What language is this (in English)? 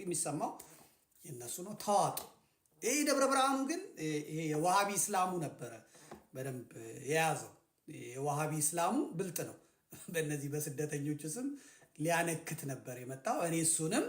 Amharic